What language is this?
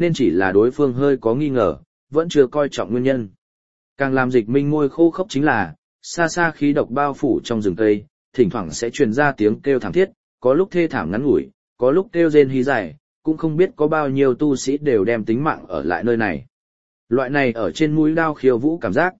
Vietnamese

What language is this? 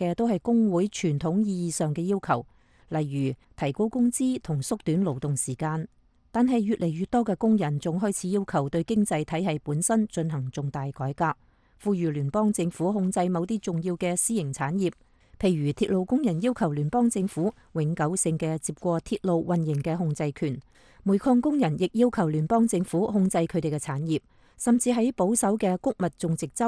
Cantonese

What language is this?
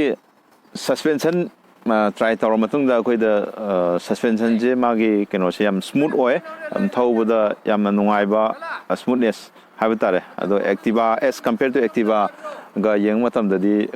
Manipuri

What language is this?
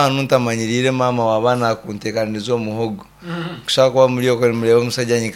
Nyankole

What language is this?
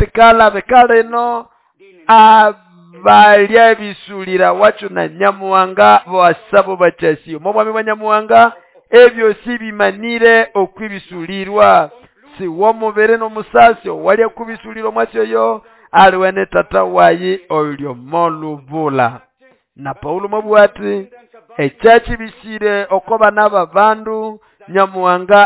Nande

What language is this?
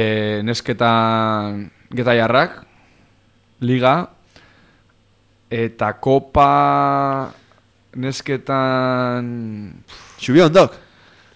Basque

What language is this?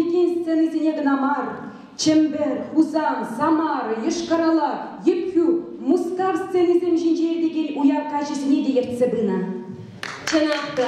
Chuvash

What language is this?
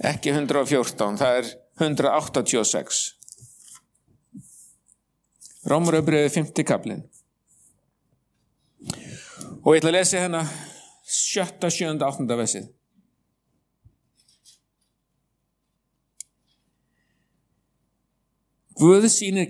Icelandic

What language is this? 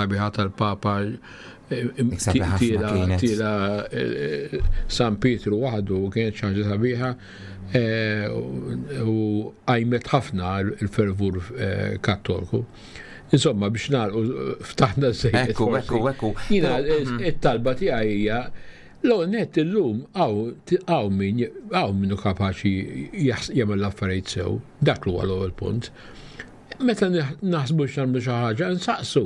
Maltese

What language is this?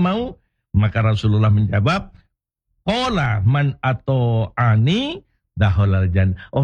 Indonesian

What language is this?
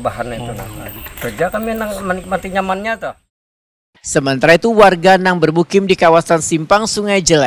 Banjar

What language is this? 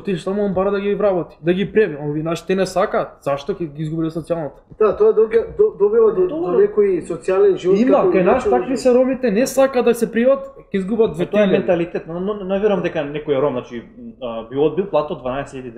Macedonian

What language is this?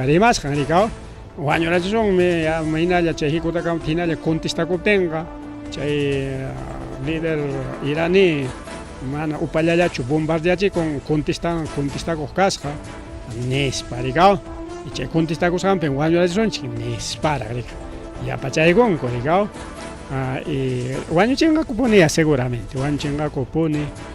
Ayacucho Quechua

